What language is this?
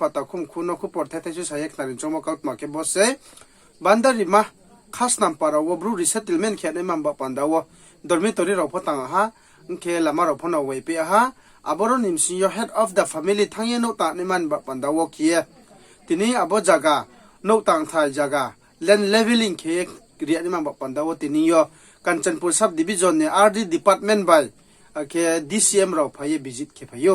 Riang (India)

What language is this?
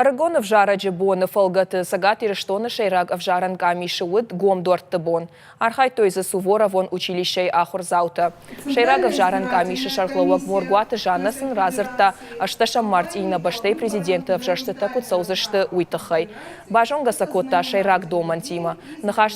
Ossetic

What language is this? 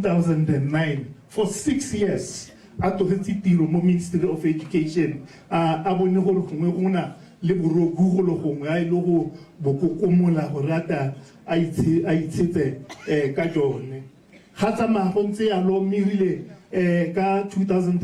Tswana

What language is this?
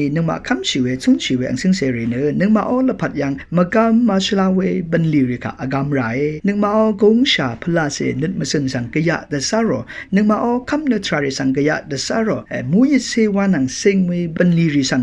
Rawang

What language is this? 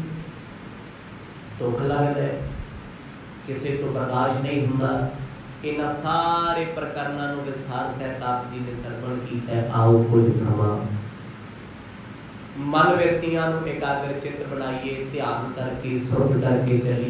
Punjabi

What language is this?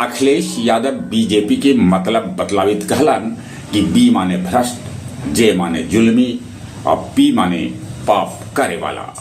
Magahi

